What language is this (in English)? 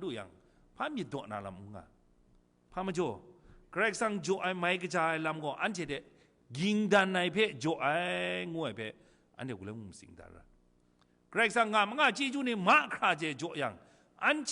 Kachin